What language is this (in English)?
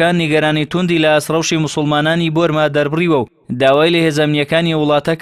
Central Kurdish